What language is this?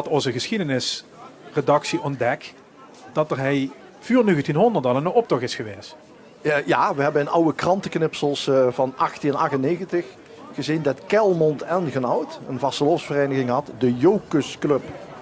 Limburgish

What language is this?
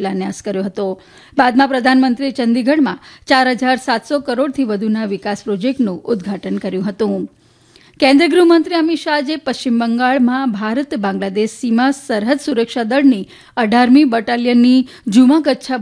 Gujarati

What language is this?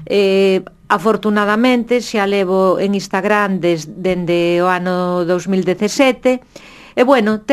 Galician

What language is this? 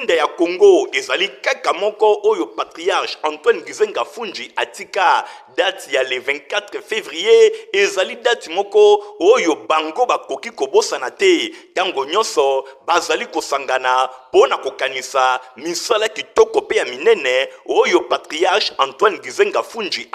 Lingala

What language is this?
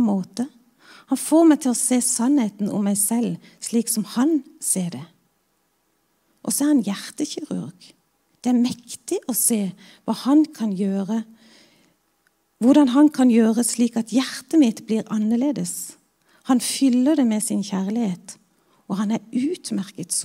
Norwegian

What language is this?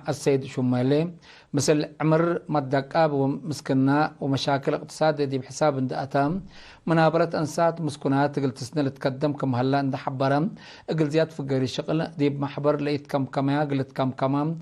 Tigre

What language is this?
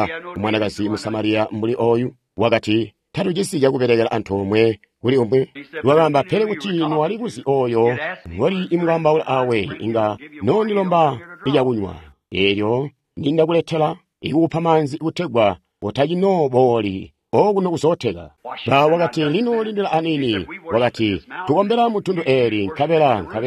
Tonga (Zambia)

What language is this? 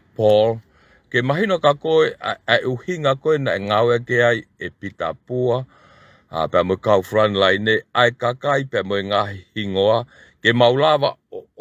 Tongan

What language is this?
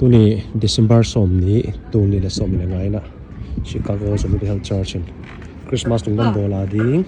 Tedim Chin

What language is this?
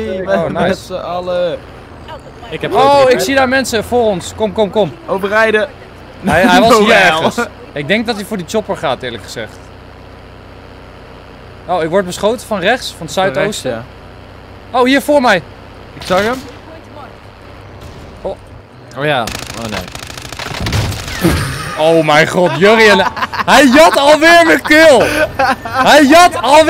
Dutch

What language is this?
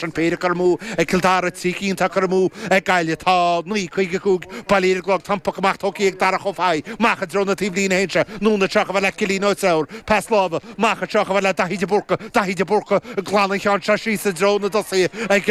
Irish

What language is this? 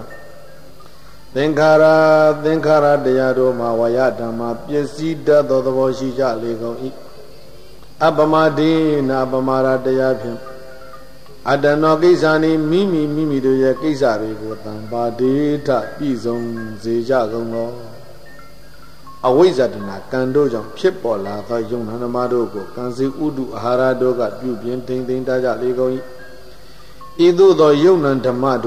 Burmese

